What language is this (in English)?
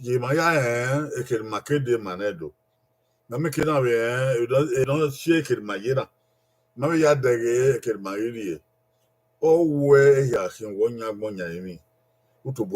Bini